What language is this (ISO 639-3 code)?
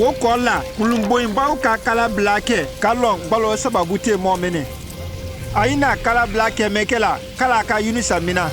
mku